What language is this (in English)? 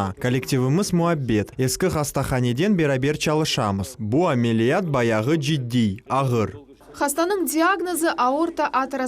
Crimean Tatar